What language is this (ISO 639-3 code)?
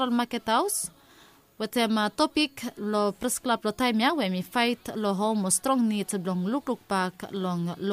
bis